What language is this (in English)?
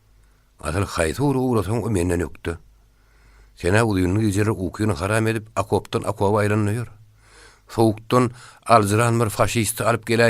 Turkmen